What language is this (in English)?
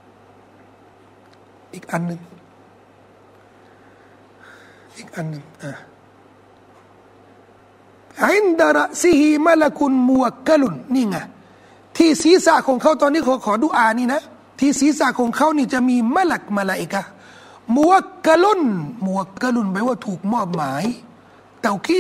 Thai